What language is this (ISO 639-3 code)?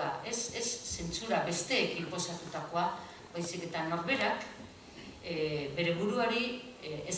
eus